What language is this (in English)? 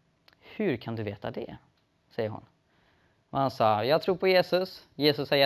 Swedish